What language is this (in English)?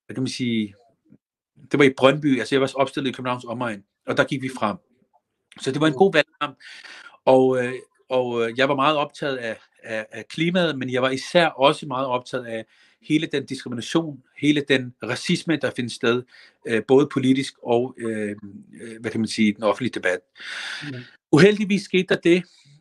Danish